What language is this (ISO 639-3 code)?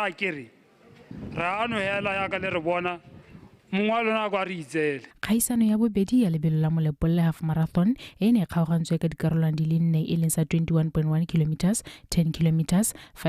tsn